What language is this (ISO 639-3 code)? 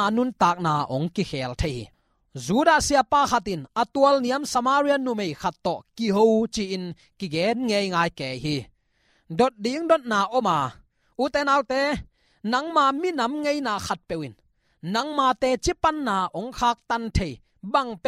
ctd